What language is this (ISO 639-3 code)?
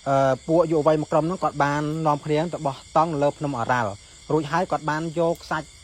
khm